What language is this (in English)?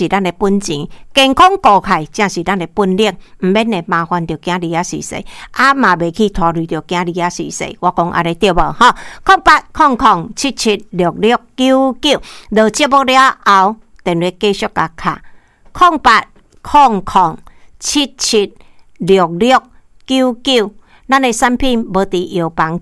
Min Nan Chinese